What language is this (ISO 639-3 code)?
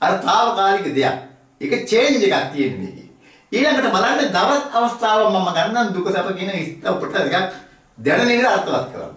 sin